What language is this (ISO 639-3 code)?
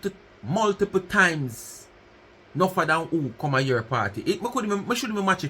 jam